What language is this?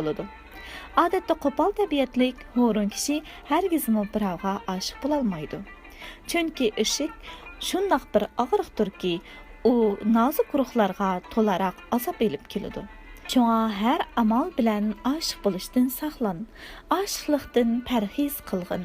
Uyghur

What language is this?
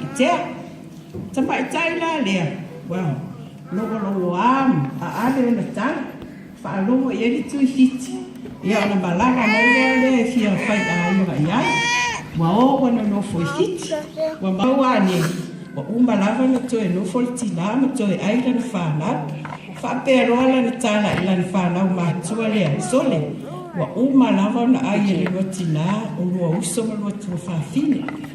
Samoan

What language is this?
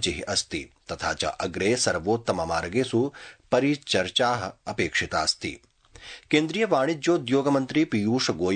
Sanskrit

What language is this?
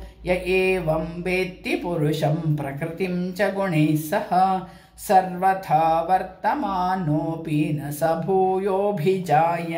Sanskrit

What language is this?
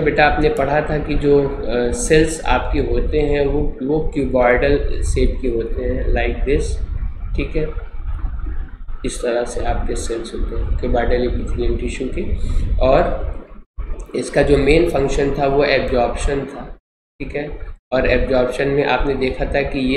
Hindi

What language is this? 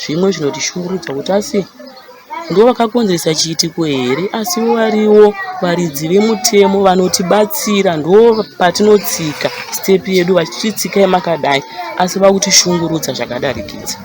Shona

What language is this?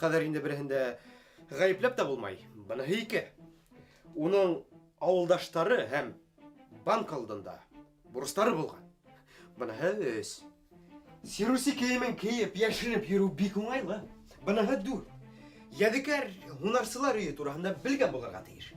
Bashkir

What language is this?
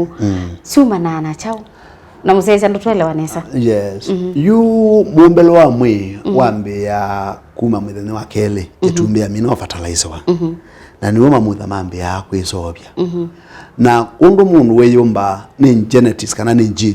Kamba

